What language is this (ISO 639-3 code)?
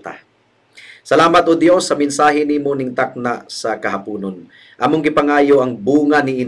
ceb